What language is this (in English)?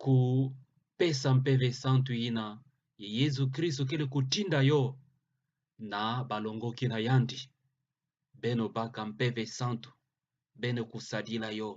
Kituba (Democratic Republic of Congo)